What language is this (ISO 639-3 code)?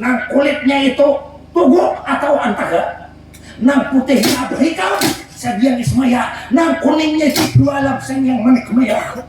bjn